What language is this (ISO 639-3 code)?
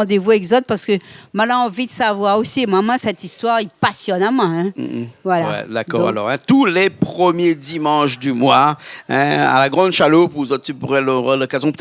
rcf